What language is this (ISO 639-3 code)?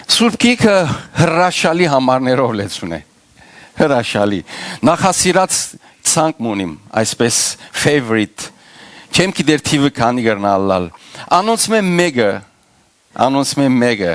hyw